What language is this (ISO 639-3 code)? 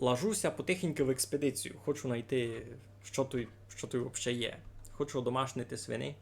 rue